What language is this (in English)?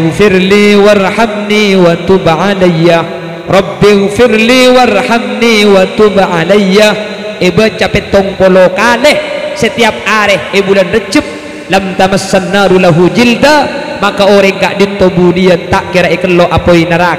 Madurese